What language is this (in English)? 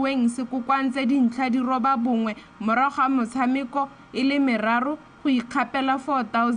Tswana